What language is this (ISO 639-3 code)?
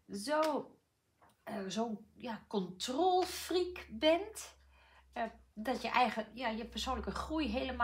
nld